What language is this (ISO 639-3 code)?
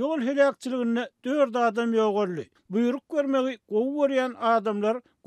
tuk